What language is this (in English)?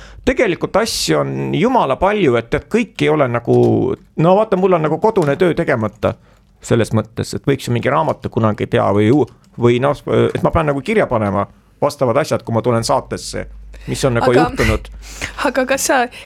Estonian